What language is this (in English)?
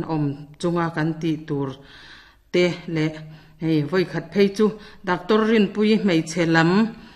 Mizo